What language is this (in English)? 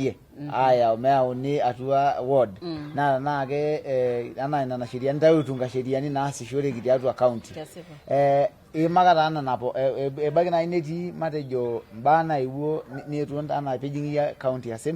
Masai